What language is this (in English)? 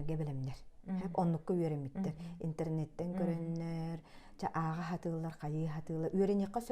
Yakut